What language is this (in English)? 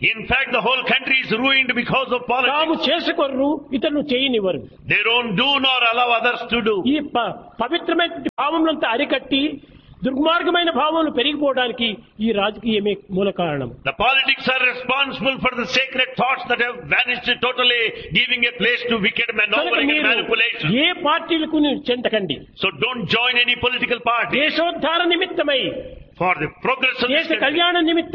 Telugu